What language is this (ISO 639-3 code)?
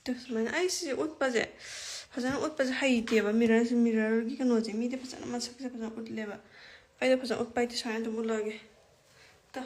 mni